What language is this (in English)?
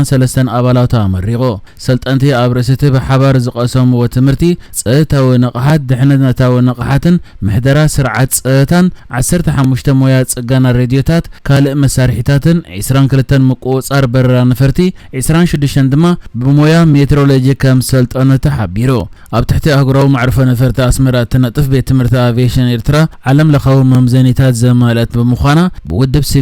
Tigrinya